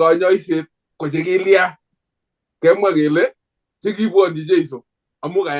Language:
Kalenjin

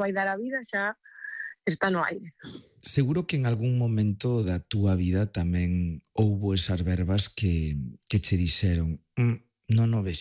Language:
Galician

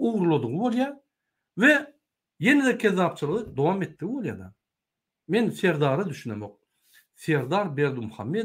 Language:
Turkmen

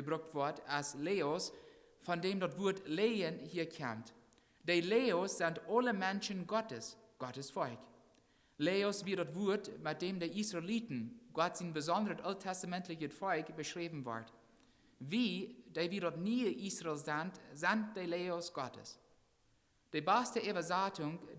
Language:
Plautdietsch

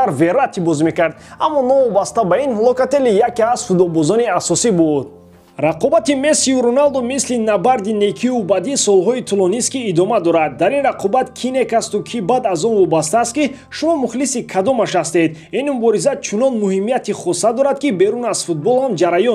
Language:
Tajik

